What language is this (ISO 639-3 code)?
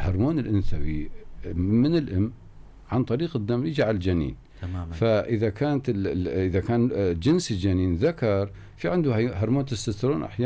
apc